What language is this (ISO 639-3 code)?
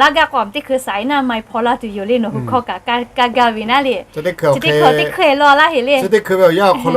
lhu